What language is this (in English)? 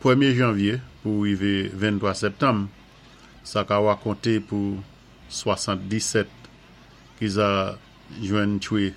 Saint Lucian Creole French